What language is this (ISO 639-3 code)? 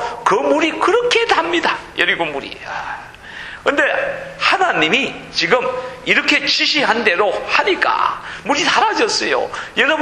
kor